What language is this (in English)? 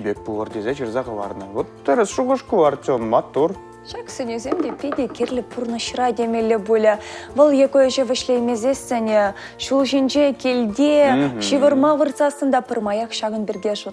Chuvash